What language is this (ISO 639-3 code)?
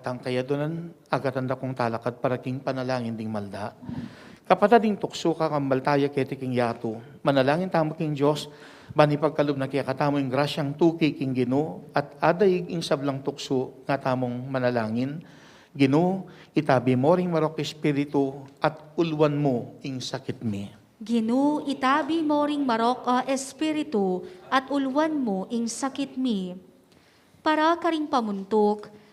pam